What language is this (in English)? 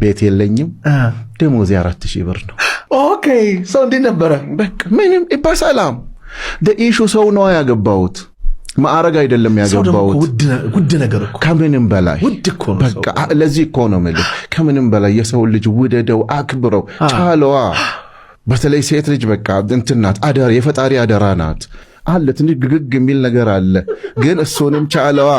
Amharic